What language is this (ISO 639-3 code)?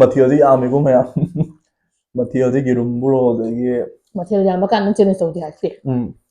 mni